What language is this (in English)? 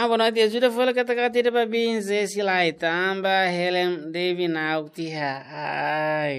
Tetum